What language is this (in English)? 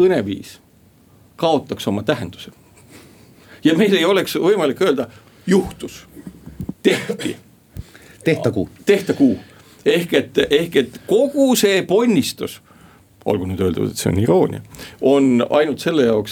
Estonian